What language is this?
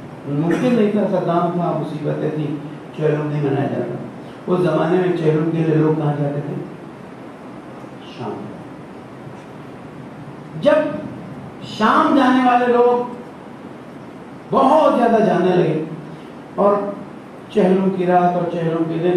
Urdu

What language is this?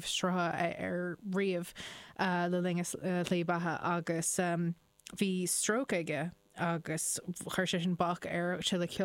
Irish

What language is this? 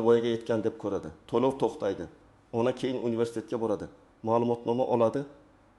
Uzbek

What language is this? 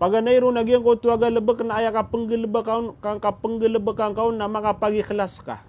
Maranao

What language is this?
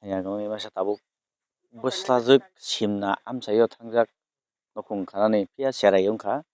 Kok Borok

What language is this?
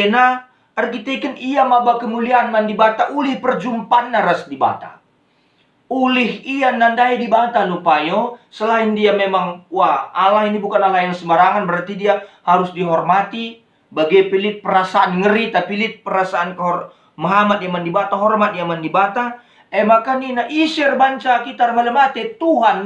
Batak Karo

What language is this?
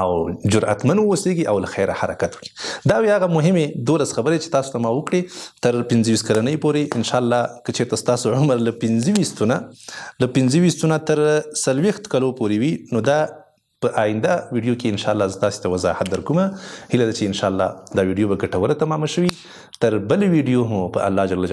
Pashto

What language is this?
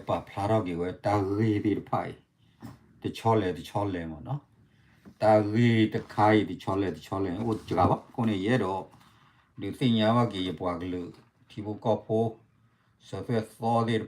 S'gaw Karen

